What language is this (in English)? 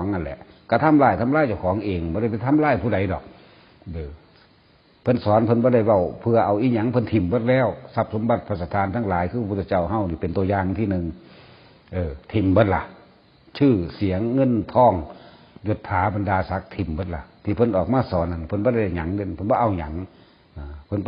Northeastern Thai